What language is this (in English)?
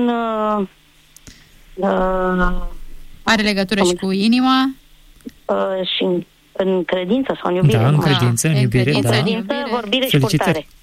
Romanian